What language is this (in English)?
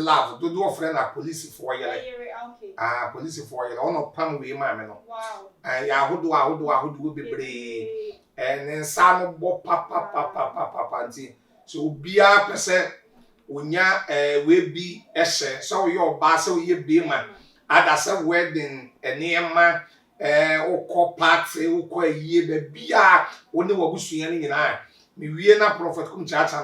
Akan